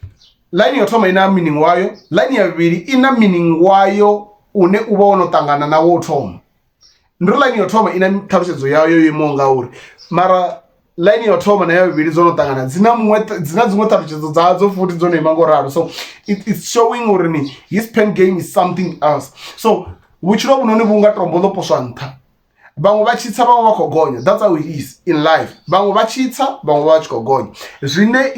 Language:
Venda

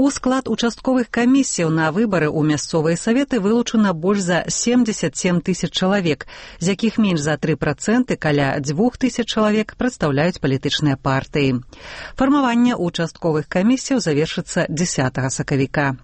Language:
Belarusian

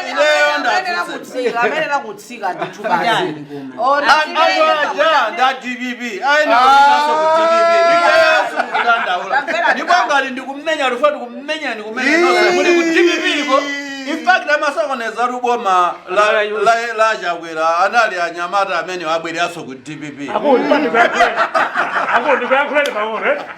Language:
Nyanja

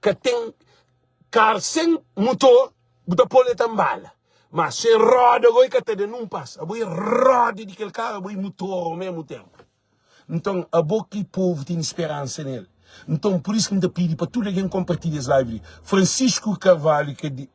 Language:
Kabuverdianu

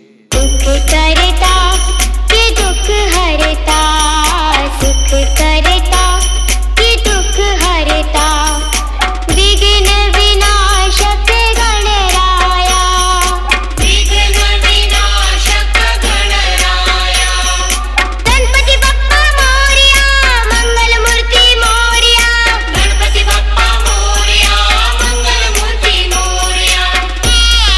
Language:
Marathi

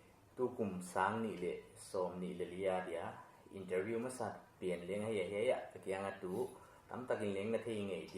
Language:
Paite Chin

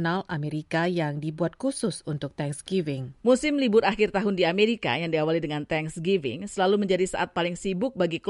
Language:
Indonesian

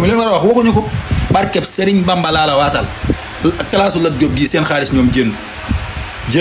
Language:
Wolof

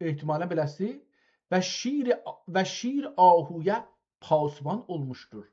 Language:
South Azerbaijani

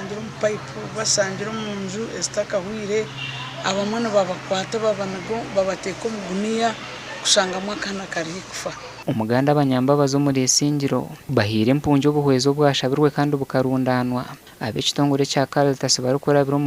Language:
Nyankole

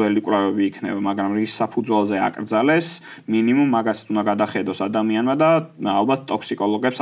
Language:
Georgian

